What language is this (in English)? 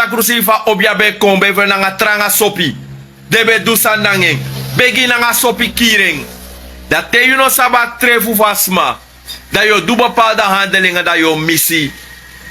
Sranan Tongo